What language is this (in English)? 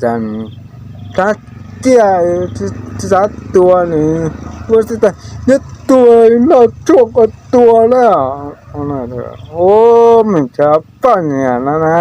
Hmong